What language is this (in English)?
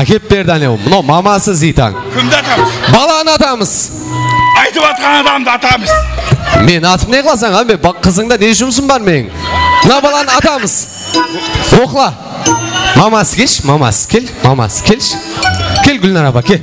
Kara-Kalpak